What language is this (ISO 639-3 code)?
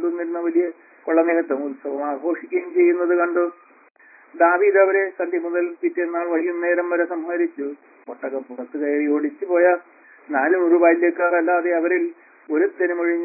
mal